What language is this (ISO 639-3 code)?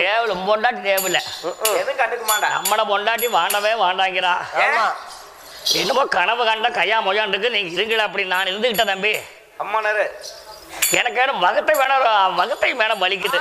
tam